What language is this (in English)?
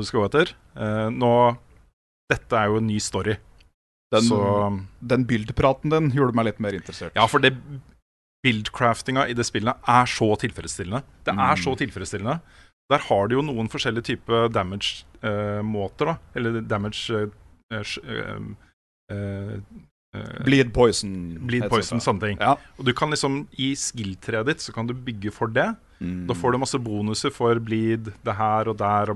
Norwegian